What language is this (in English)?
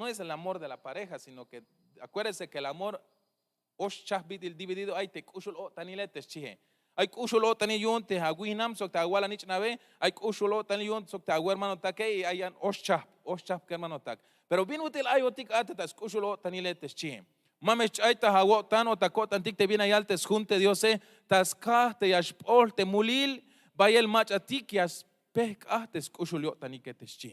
Tzeltal